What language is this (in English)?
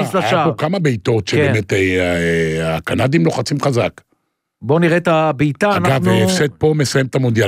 Hebrew